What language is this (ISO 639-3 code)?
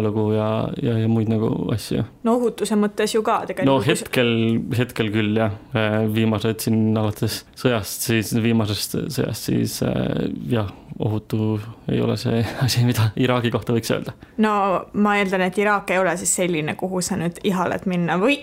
est